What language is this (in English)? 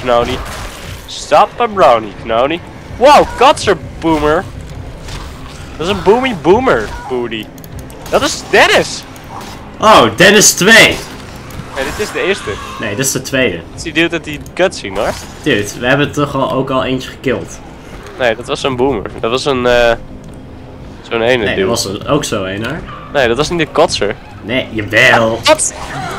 Dutch